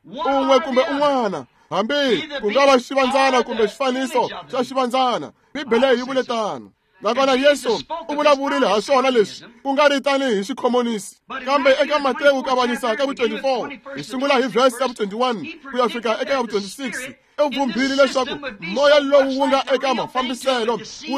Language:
Tsonga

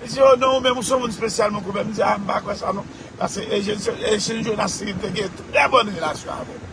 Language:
Haitian Creole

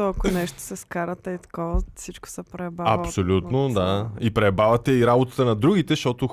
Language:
Bulgarian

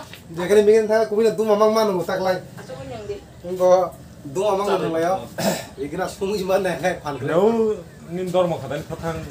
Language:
Kok Borok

